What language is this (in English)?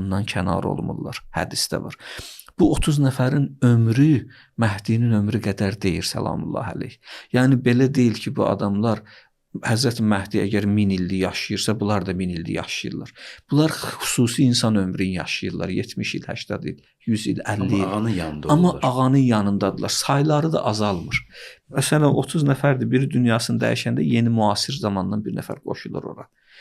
Azerbaijani